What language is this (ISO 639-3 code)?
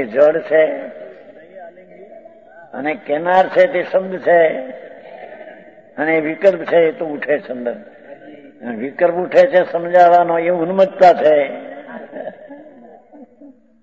guj